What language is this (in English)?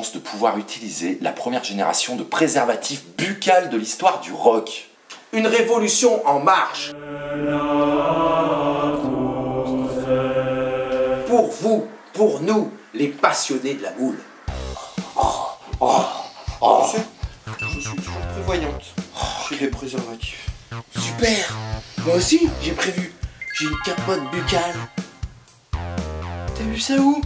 French